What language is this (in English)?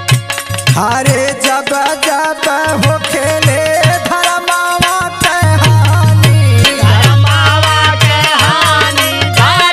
Bhojpuri